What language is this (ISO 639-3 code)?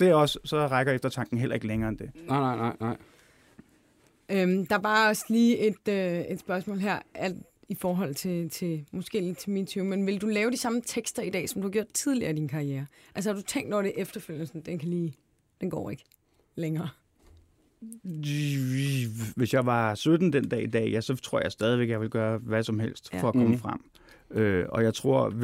dan